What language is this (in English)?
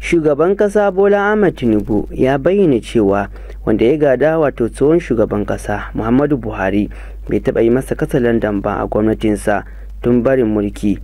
Hausa